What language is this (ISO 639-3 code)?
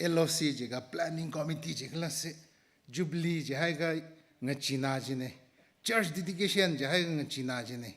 nmf